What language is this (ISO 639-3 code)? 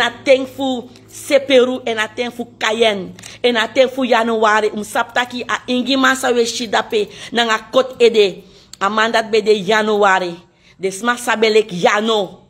srn